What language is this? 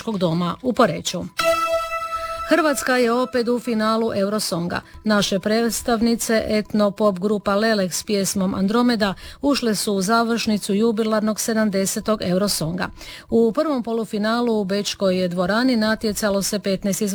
Croatian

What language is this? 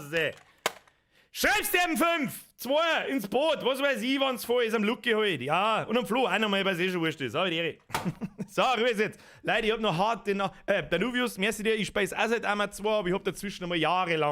Bavarian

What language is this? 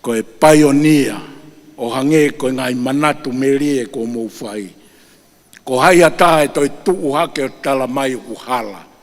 Tongan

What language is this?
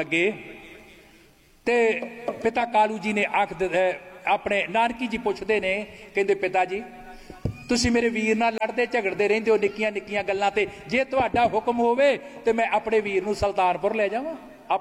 Punjabi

